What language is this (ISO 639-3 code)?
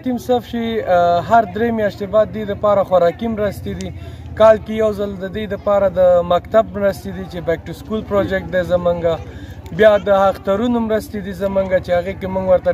pus